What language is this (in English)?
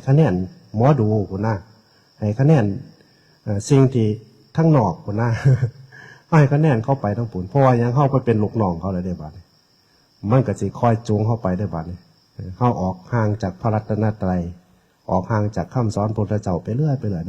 Northeastern Thai